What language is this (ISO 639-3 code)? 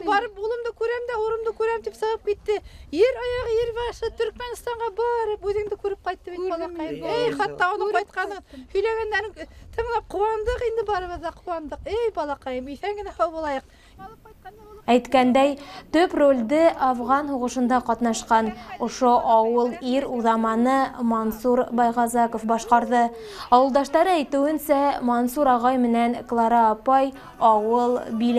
bak